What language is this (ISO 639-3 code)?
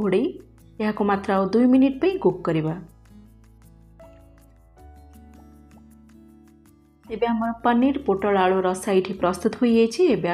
ori